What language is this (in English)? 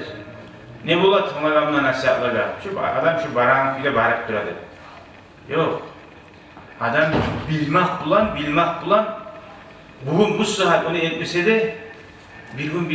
Kumyk